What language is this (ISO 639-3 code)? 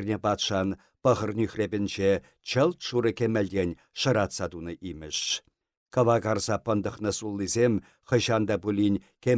chv